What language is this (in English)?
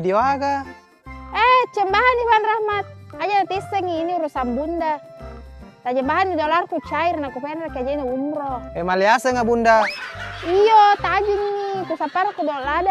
Buginese